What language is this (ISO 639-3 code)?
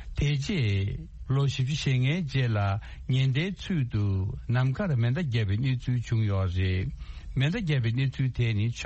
bod